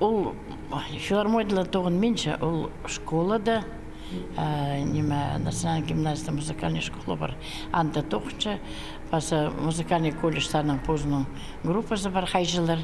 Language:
Khakas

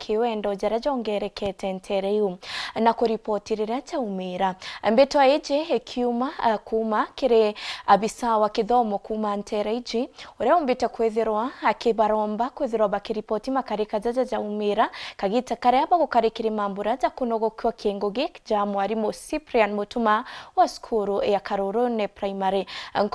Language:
Meru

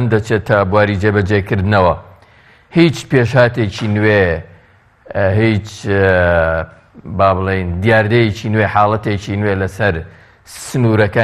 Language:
Central Kurdish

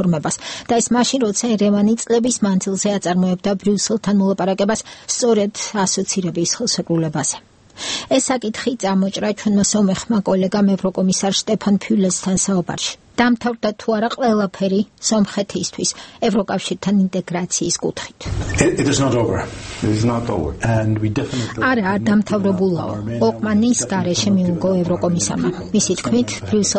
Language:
Georgian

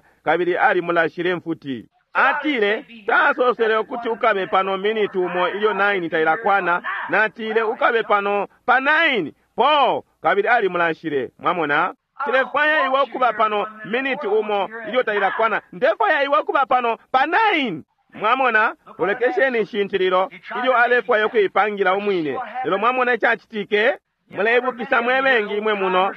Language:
Bemba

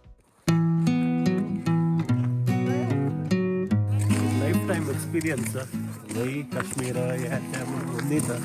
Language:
Konkani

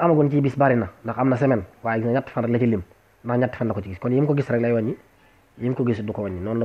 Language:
Wolof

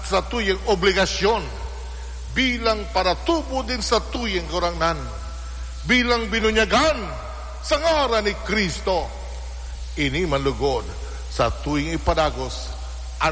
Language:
Bikol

